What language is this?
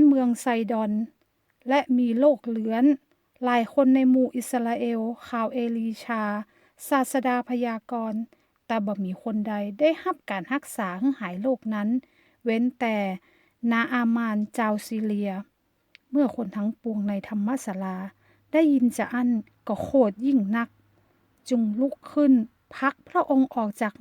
Northern Thai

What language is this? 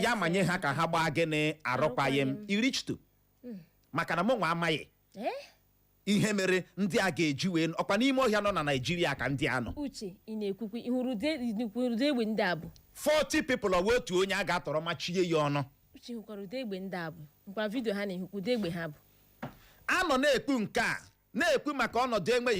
Igbo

